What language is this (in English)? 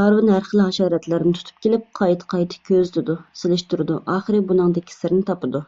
Uyghur